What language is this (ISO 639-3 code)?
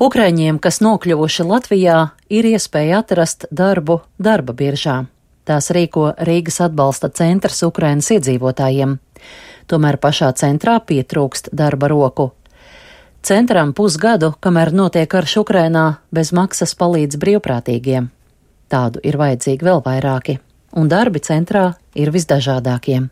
lav